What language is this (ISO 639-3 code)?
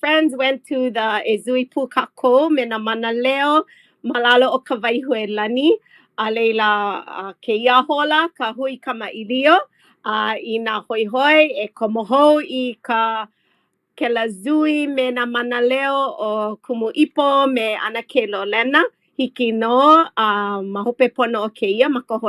haw